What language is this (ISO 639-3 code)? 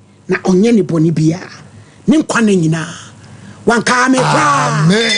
aka